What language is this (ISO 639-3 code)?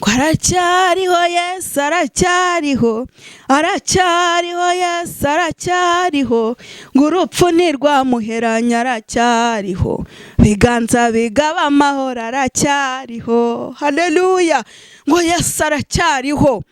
kin